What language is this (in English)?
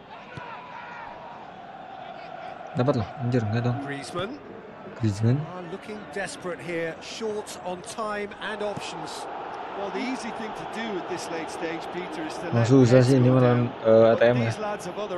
Indonesian